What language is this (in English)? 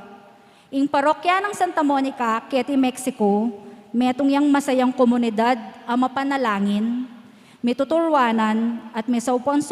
Pampanga